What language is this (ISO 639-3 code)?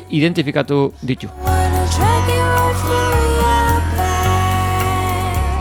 eus